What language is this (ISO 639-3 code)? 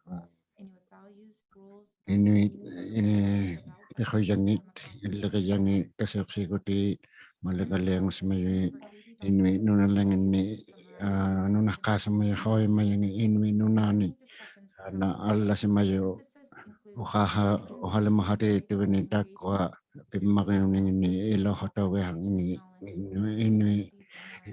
iku